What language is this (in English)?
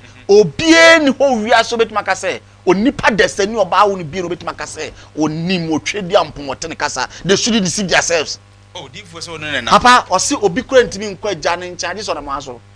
Akan